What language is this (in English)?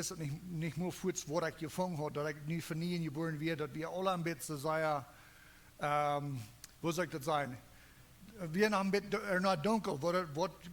Plautdietsch